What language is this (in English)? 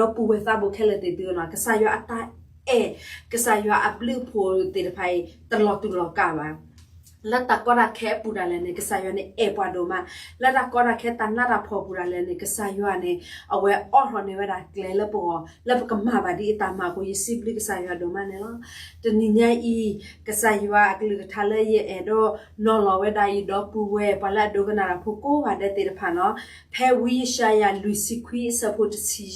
S'gaw Karen